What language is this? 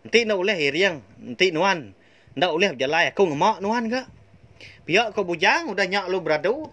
Iban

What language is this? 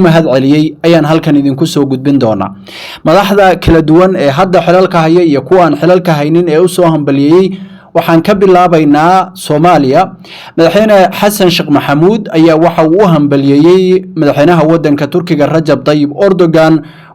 Somali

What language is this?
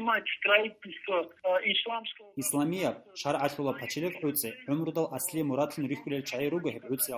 Avaric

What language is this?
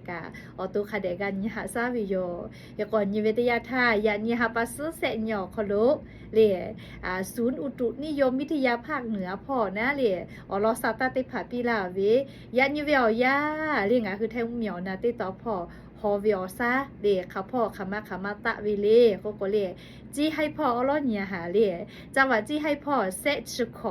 Lahu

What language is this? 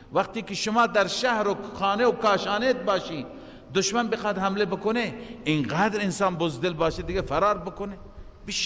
Persian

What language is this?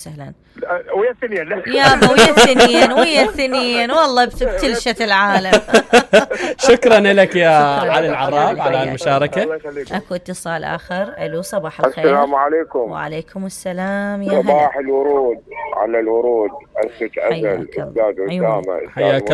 Mesopotamian Arabic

